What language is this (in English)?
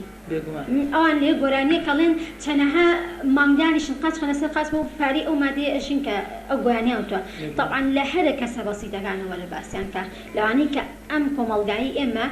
Central Kurdish